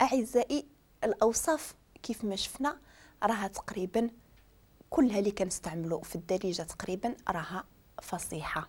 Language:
Moroccan Arabic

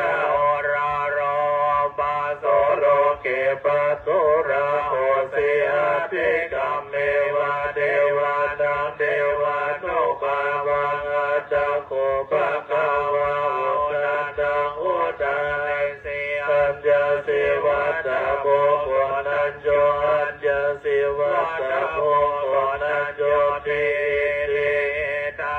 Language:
Pali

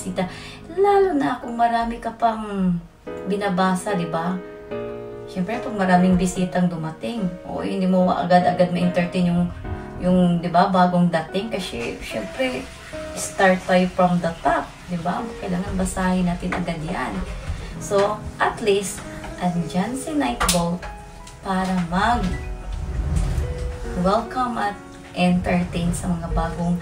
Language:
Filipino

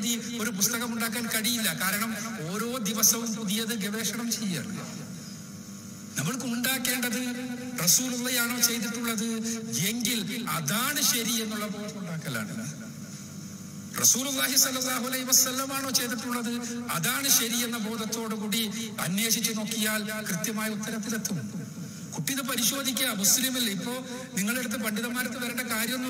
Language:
Malayalam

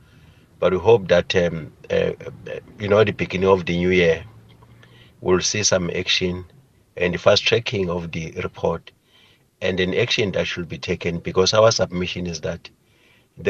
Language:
English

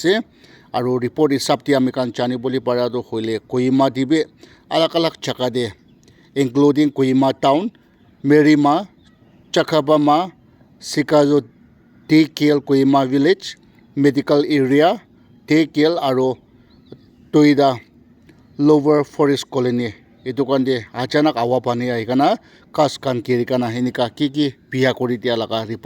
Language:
Naga Pidgin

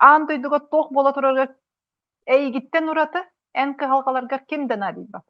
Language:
Yakut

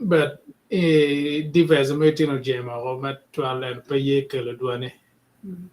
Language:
Acoli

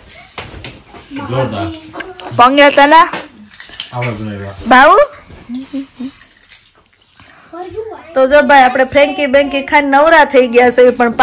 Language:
Gujarati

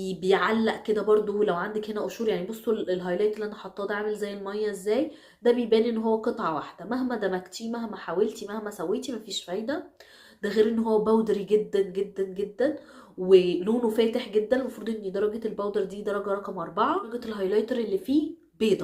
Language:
Egyptian Arabic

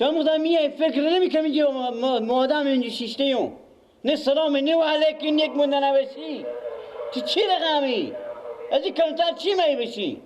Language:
Persian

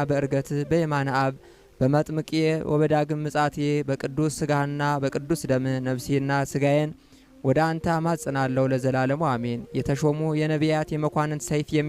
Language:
Amharic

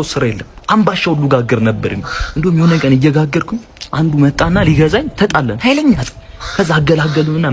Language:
Amharic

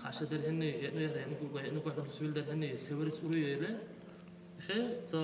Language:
Dargwa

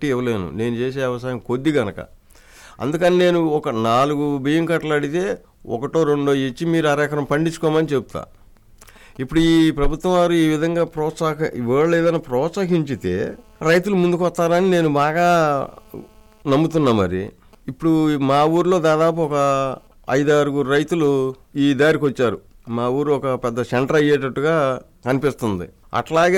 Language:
Telugu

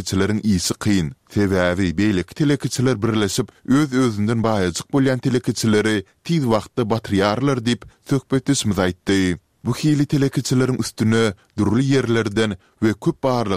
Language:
Turkmen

